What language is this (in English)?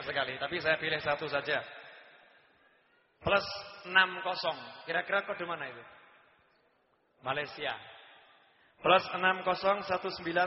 Indonesian